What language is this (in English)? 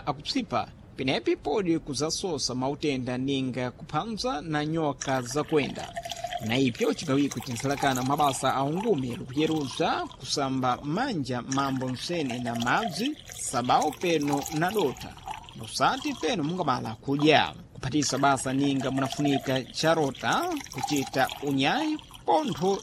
Sena